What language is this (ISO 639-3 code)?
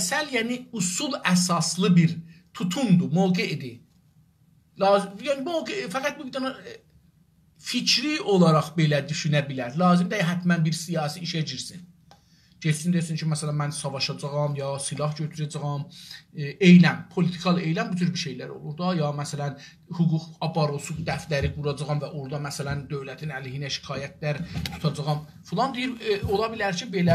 azb